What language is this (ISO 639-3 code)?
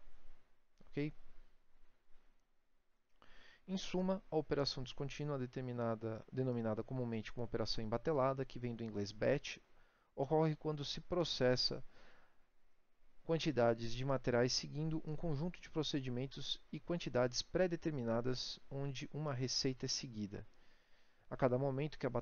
por